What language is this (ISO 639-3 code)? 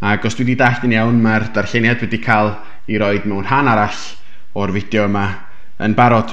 cym